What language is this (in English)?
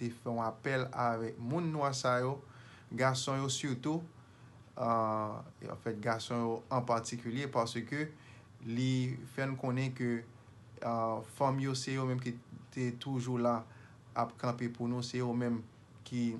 Haitian Creole